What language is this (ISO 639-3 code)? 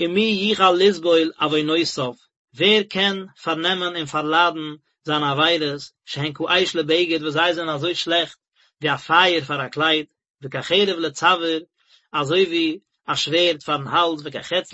yid